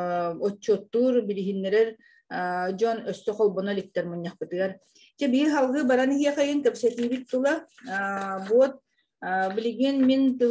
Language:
Yakut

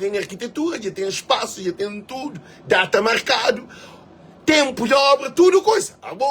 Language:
Kabuverdianu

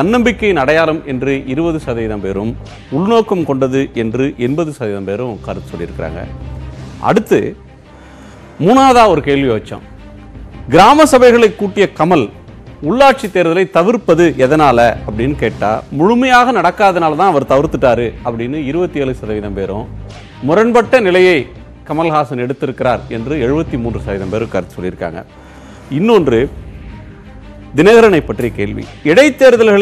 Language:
Tamil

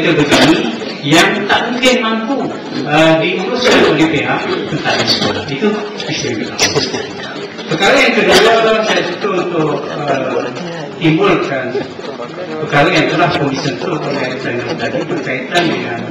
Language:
Malay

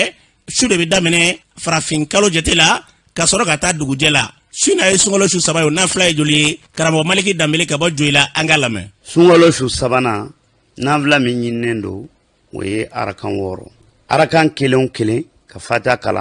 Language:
Bambara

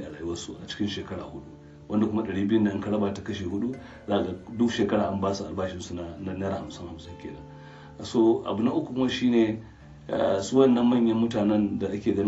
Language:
Hausa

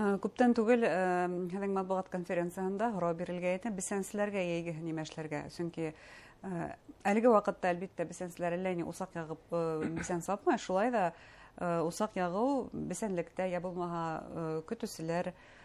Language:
Bashkir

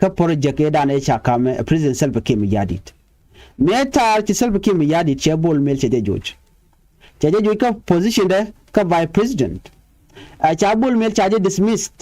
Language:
Nuer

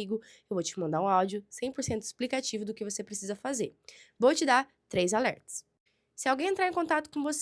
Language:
Portuguese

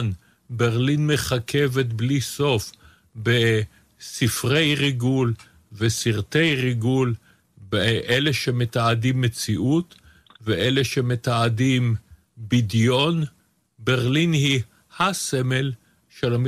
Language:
Hebrew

